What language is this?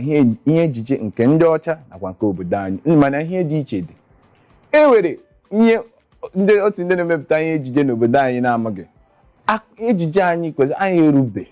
Igbo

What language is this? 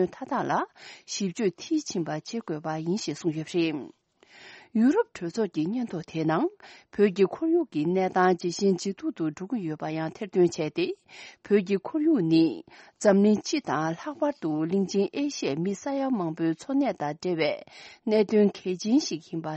Tibetan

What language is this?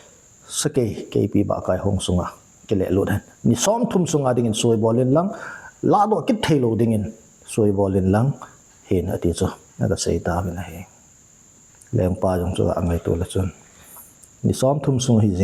Thado Chin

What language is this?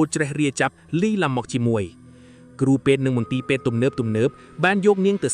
Khmer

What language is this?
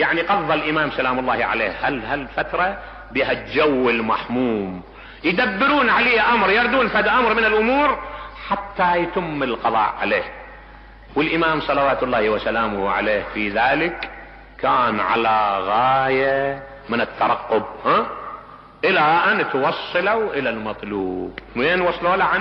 Mesopotamian Arabic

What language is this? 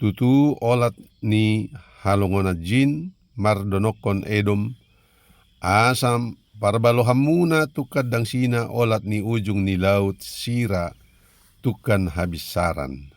Batak Toba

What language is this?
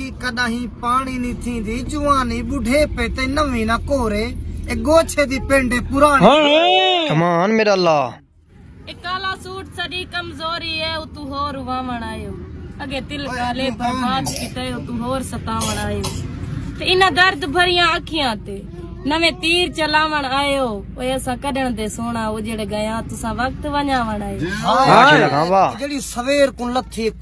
Saraiki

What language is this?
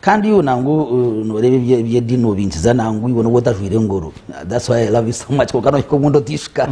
Nyankole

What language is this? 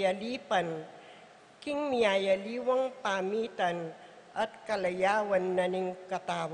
Pampanga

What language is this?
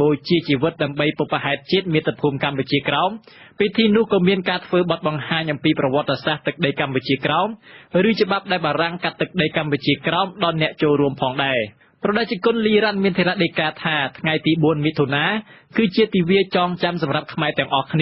Khmer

